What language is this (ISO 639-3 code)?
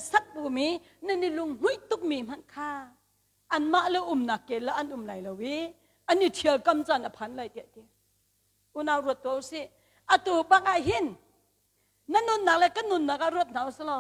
cnh